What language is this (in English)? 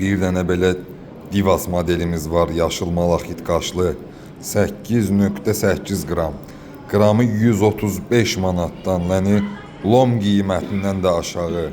Azerbaijani